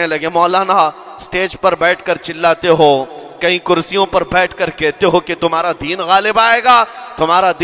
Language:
Urdu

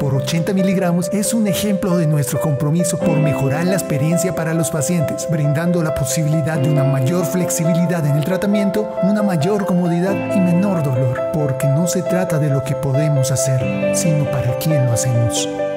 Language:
Spanish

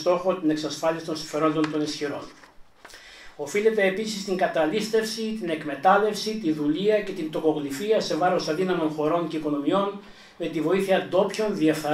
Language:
Greek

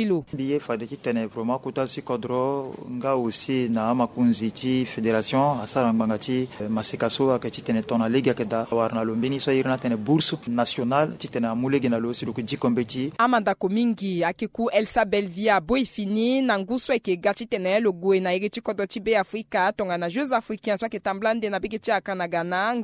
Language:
Sango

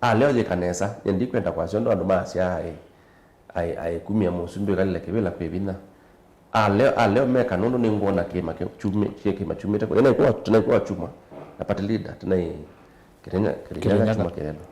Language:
Kamba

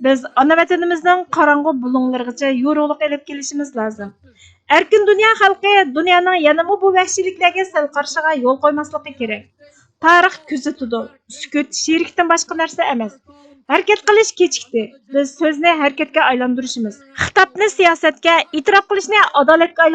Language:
Uyghur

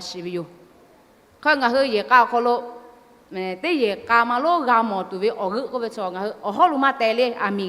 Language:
Lahu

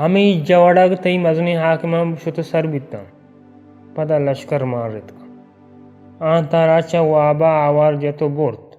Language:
Baluchi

